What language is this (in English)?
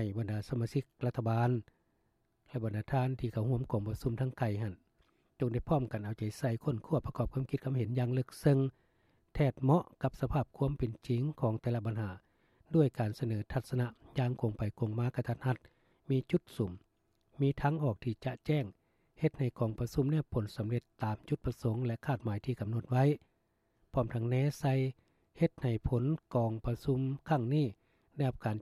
Lao